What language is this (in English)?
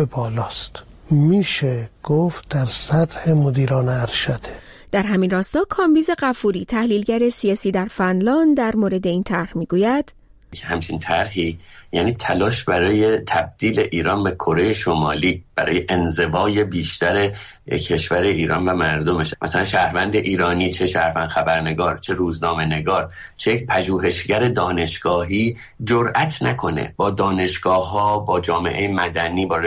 Persian